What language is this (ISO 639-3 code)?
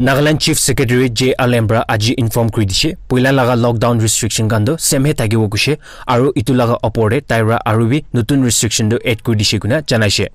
nag